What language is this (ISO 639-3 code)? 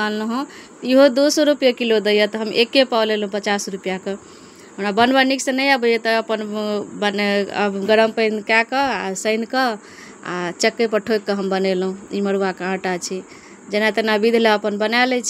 mai